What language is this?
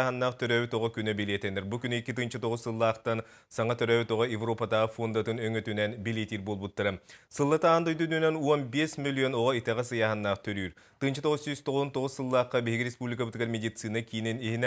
Yakut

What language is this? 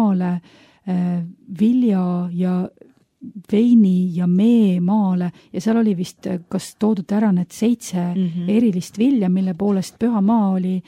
Estonian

